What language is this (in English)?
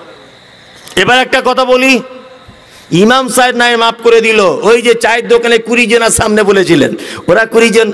Bangla